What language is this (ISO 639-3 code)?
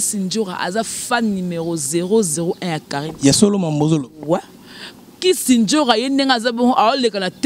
lin